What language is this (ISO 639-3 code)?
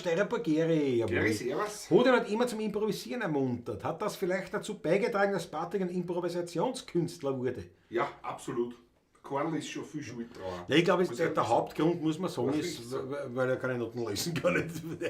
bar